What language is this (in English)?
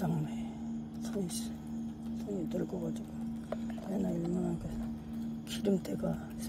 Korean